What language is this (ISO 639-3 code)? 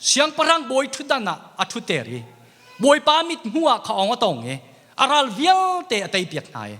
cnh